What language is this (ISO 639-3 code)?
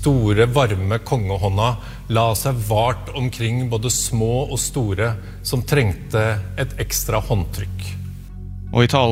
nor